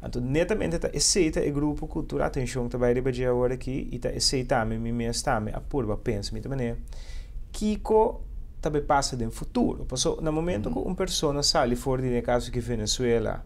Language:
Papiamento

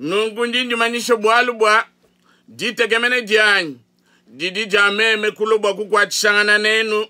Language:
Luba-Lulua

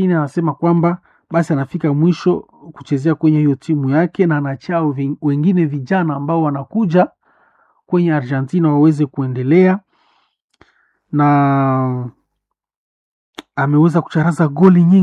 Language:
Swahili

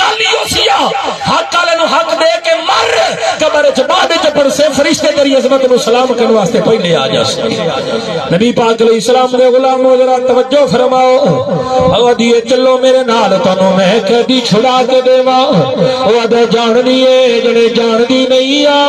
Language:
Saraiki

